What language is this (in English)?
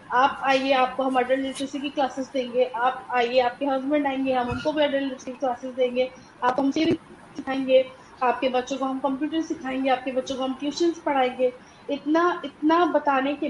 Hindi